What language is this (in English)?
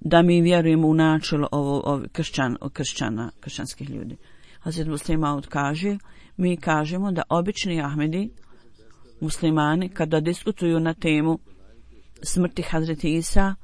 Bosnian